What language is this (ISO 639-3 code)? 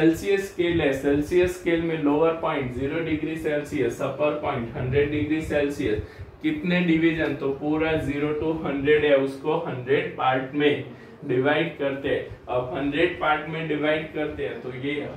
hin